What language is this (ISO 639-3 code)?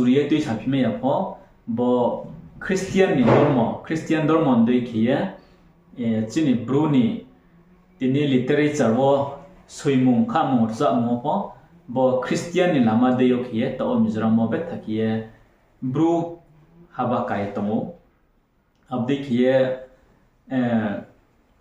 ria